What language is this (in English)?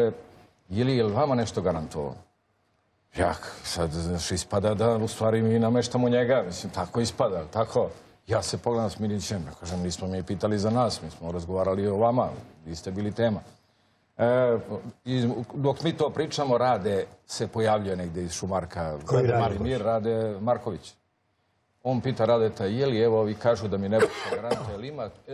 Serbian